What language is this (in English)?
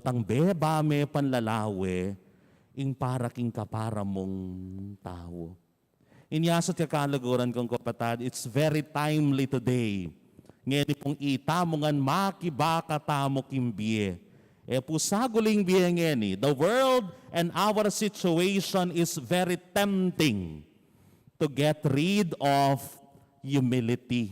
Pampanga